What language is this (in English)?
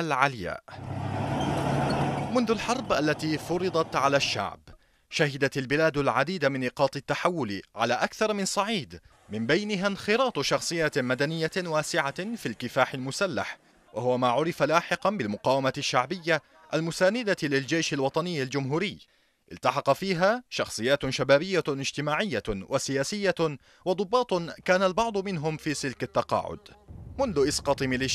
Arabic